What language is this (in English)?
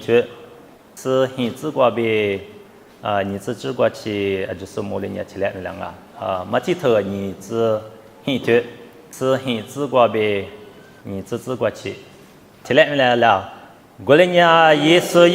Lisu